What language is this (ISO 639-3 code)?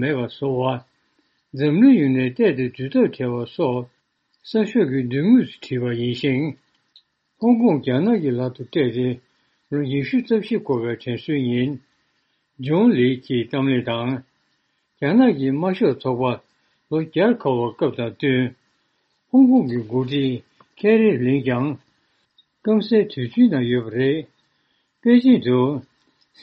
bod